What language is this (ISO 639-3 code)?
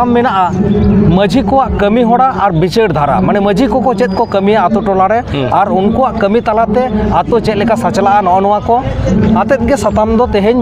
sat